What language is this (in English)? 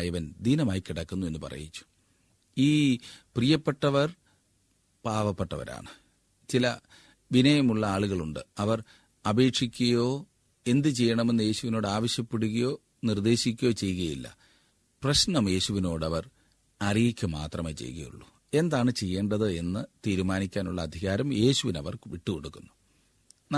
Malayalam